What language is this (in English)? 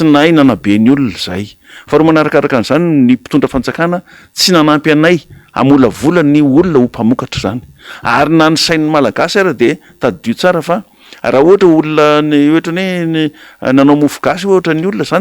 Malagasy